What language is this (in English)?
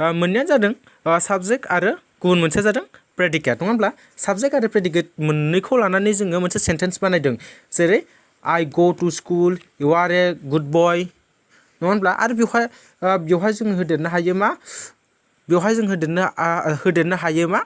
Bodo